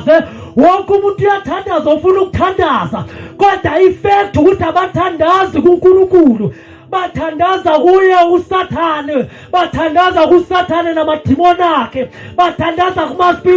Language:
Zulu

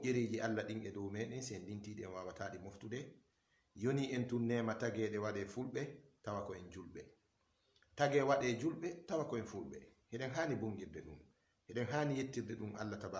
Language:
Fula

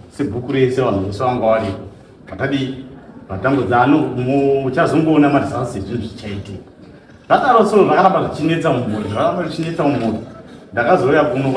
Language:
Shona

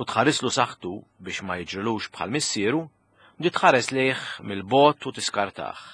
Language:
Maltese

